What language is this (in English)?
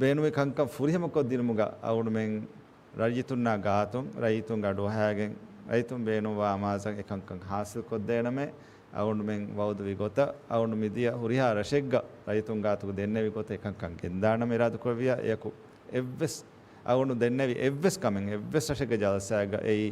Divehi